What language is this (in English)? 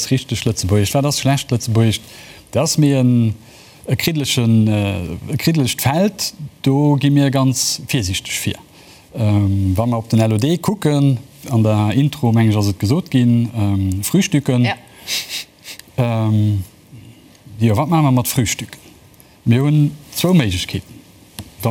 Luxembourgish